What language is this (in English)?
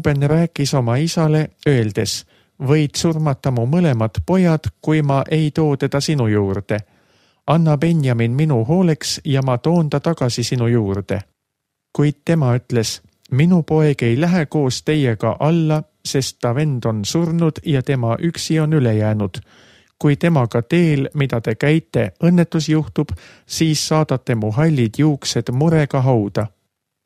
Estonian